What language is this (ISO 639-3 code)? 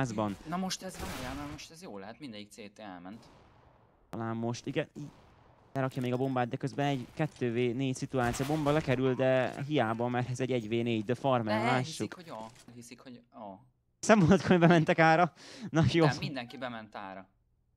hun